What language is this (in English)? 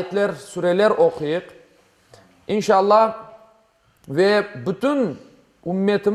Crimean Tatar